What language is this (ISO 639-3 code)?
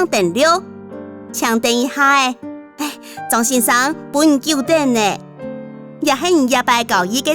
hak